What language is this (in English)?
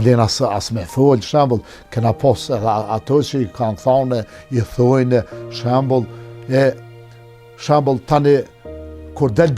Albanian